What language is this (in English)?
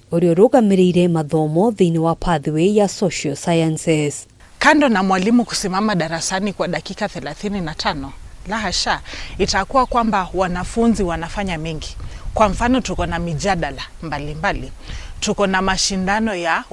Kikuyu